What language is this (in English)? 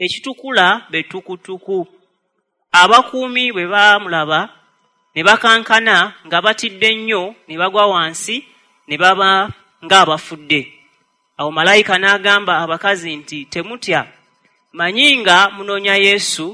Ganda